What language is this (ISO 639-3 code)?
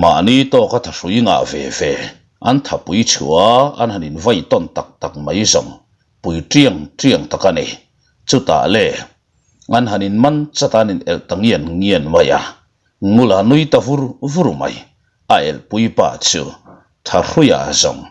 lus